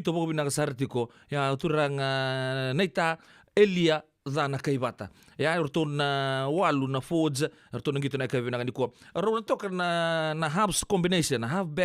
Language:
Fijian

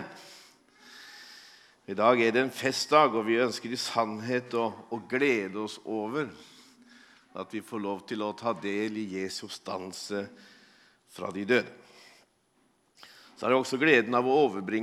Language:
Norwegian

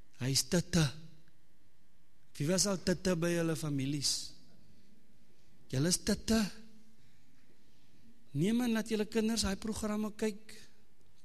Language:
Afrikaans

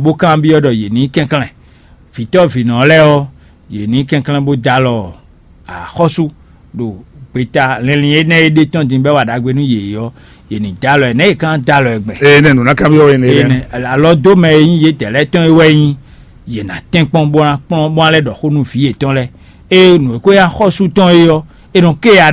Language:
Fon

